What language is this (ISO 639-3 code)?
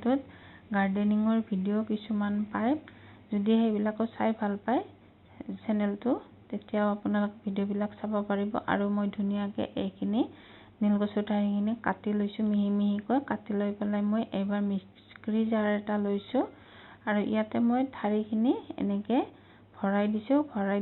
asm